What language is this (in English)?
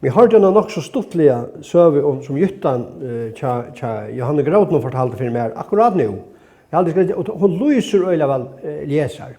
Faroese